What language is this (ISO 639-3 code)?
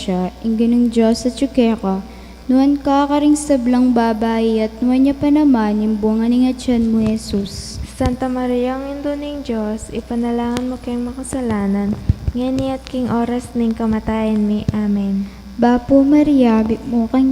pam